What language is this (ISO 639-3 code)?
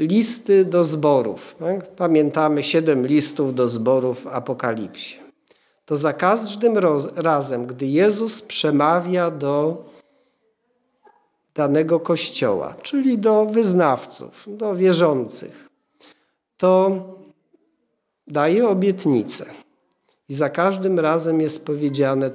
pol